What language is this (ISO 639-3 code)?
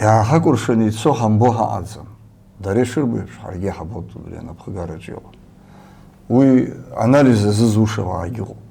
abk